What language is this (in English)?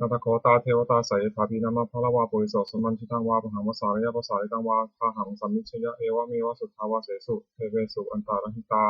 Pali